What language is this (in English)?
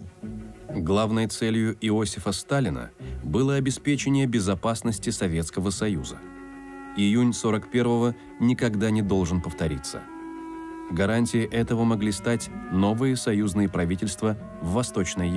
Russian